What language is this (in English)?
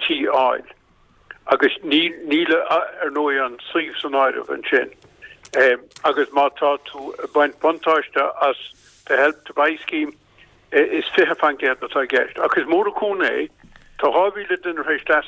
Irish